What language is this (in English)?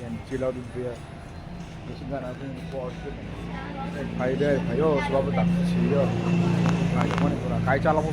Kok Borok